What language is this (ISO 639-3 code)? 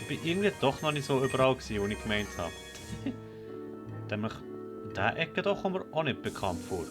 gsw